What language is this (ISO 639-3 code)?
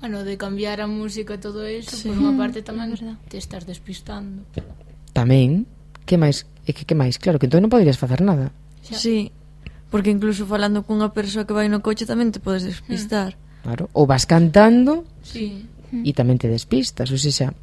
glg